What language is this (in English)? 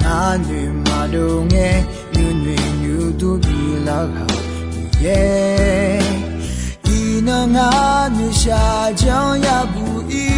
Akha